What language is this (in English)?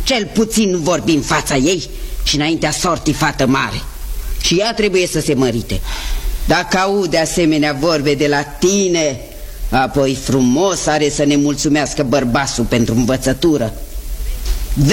Romanian